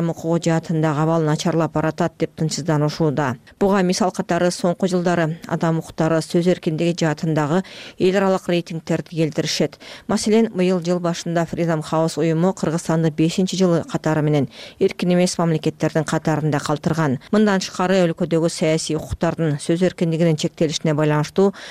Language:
Kyrgyz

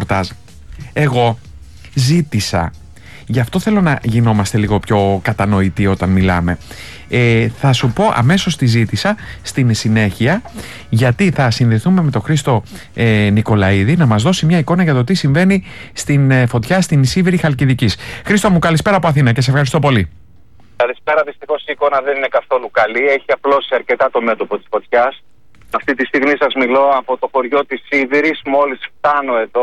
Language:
Greek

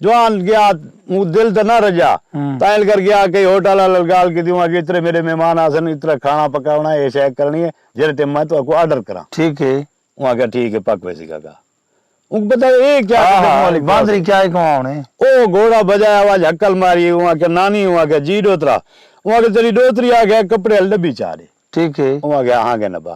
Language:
Saraiki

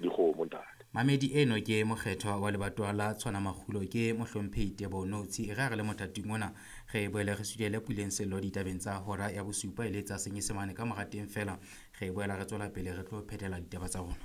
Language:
Southern Sotho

